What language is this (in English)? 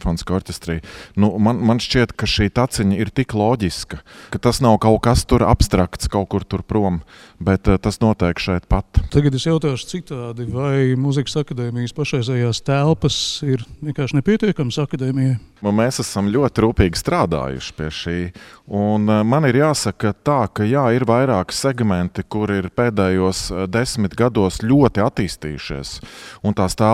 Latvian